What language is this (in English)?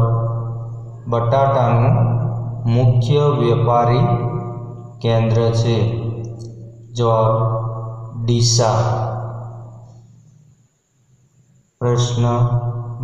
Gujarati